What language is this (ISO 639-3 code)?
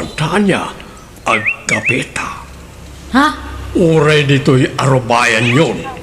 ilo